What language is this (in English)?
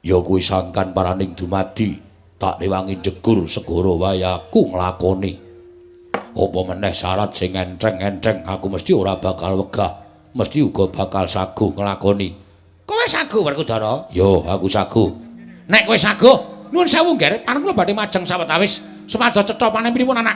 Javanese